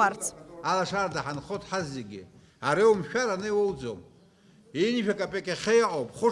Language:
Abkhazian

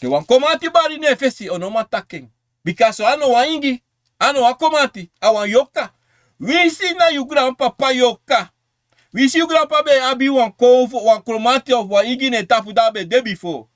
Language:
Sranan Tongo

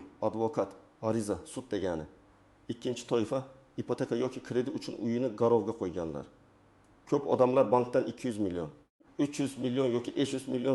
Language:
Uzbek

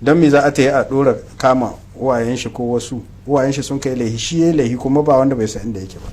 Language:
Hausa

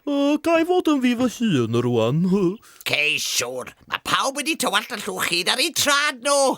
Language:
Welsh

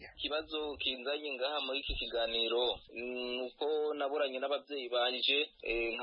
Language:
Kinyarwanda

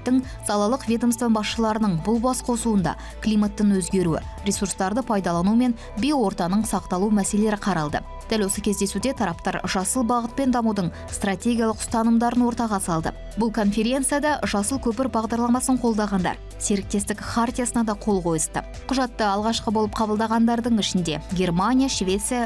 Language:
Kazakh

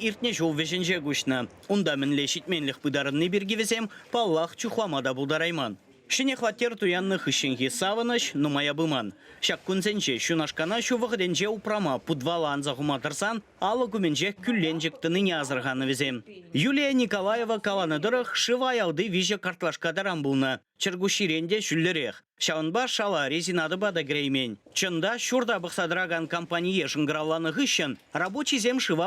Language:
Chuvash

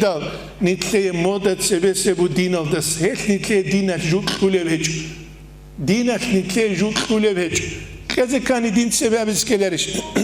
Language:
Avaric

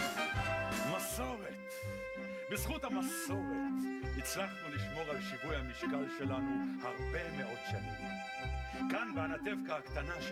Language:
Hebrew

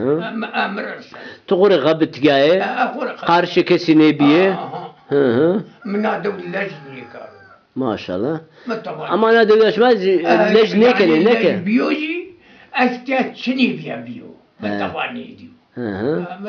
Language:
Zaza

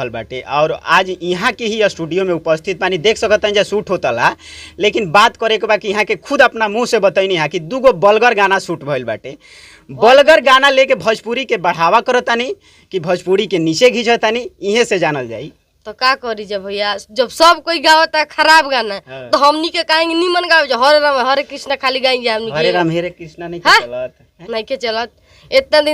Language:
Bhojpuri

